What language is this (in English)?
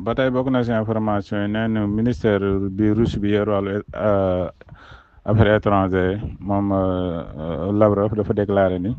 Wolof